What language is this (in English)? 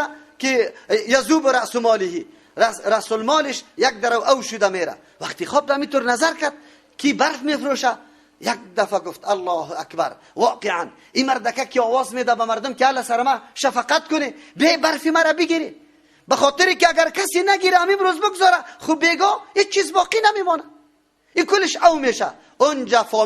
Persian